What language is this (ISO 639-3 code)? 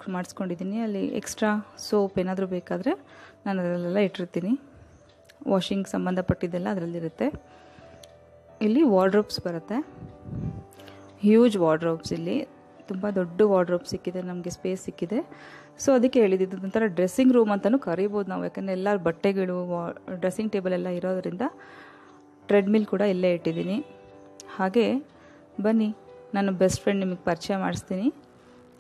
kan